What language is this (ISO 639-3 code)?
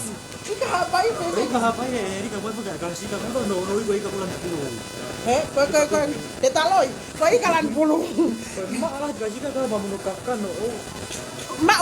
ton